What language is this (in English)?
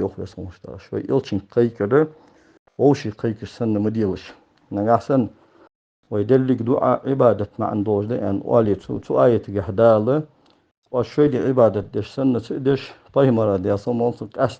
Ingush